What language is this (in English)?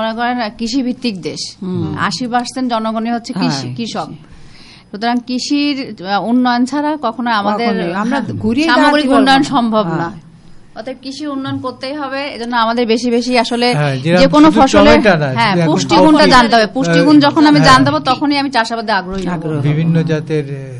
Bangla